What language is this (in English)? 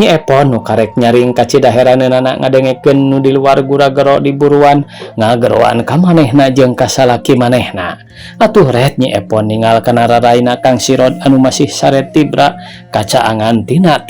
Sundanese